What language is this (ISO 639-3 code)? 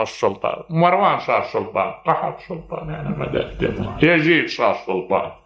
acm